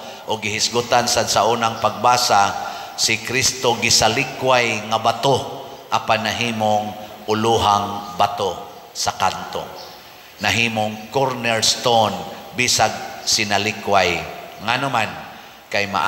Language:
Cebuano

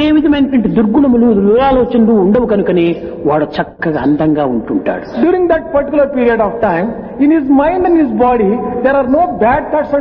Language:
Telugu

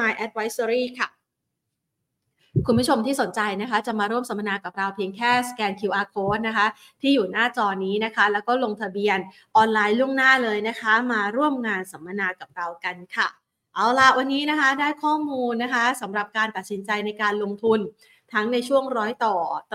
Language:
Thai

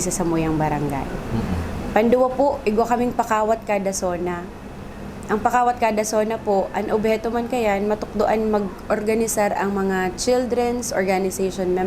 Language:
Bikol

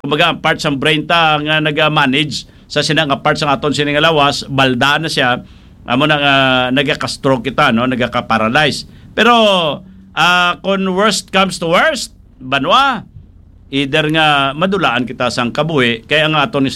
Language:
Hiligaynon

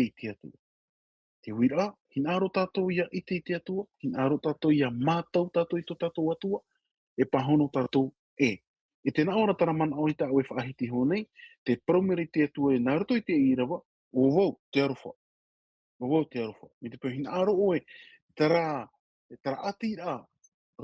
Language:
Tahitian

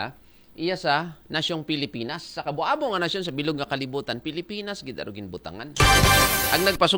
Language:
Aklanon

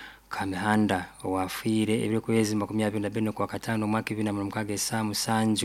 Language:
Nyankole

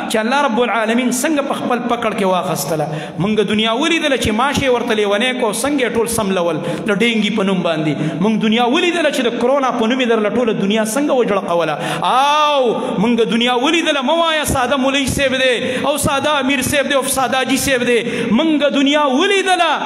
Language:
Pashto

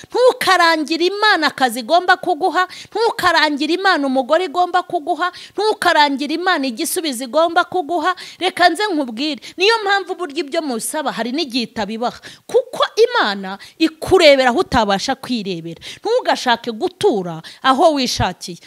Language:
Kinyarwanda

